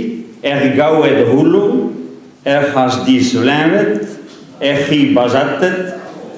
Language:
Breton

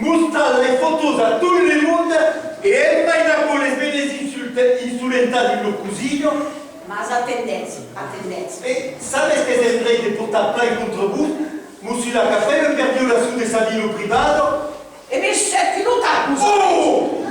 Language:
Occitan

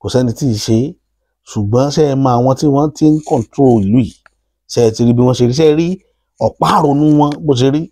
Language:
Yoruba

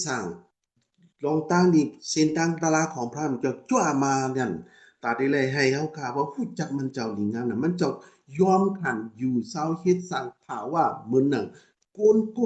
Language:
Shan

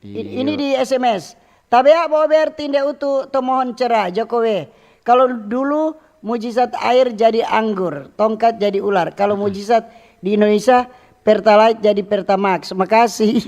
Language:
Manado Malay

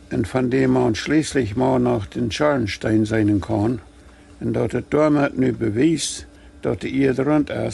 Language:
Plautdietsch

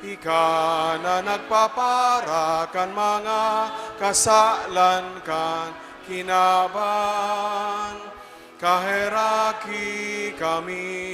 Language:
Bikol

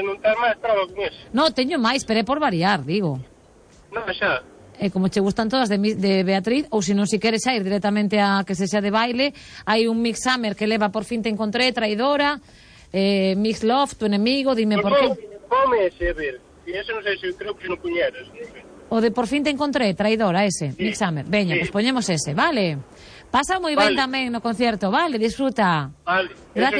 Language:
Galician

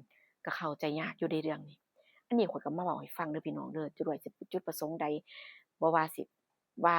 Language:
Northeastern Thai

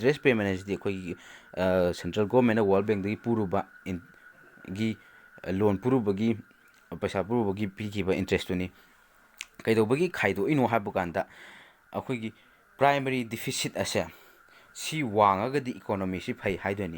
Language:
Manipuri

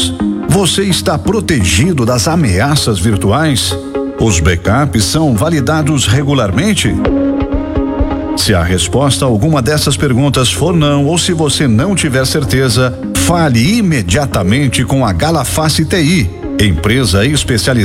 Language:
Portuguese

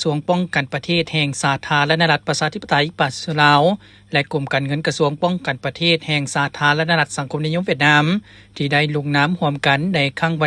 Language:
Lao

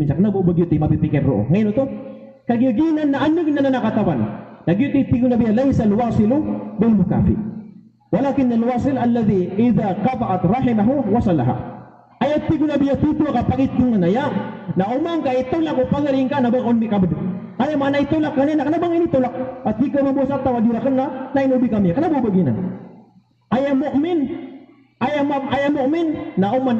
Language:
Maranao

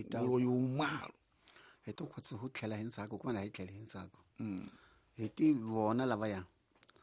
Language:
Tsonga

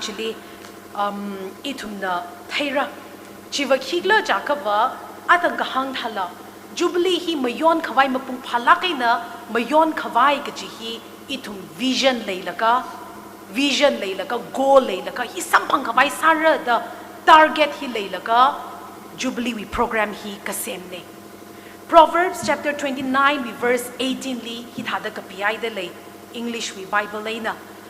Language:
Tangkhul Naga (India)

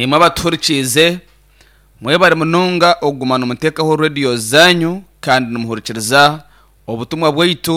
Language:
Nyankole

